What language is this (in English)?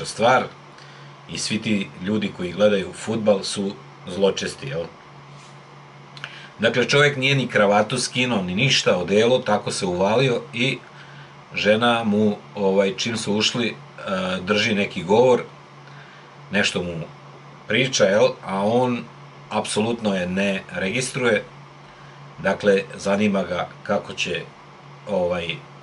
Serbian